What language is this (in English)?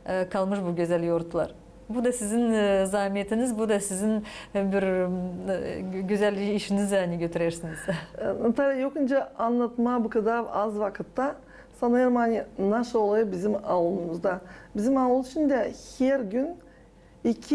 Gagauz